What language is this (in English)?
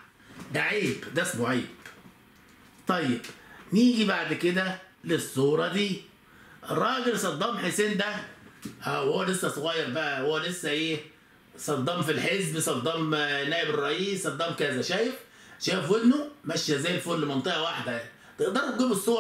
Egyptian Arabic